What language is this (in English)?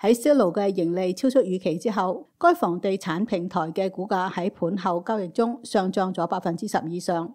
Cantonese